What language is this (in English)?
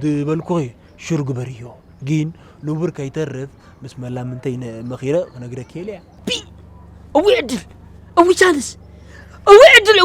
Tigrinya